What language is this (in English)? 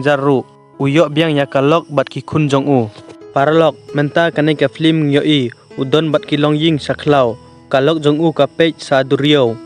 Khasi